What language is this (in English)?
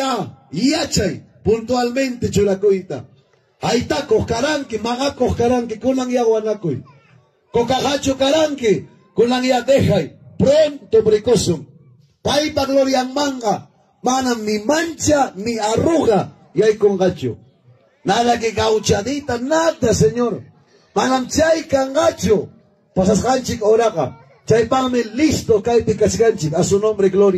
Ayacucho Quechua